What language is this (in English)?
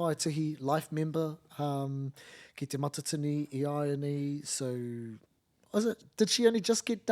Māori